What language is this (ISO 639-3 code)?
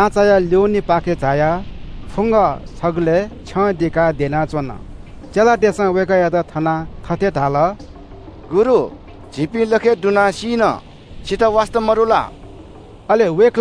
new